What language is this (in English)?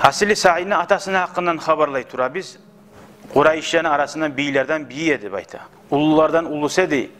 Kumyk